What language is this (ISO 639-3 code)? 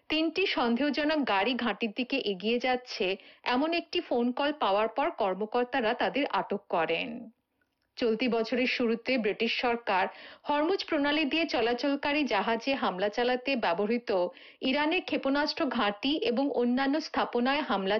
ben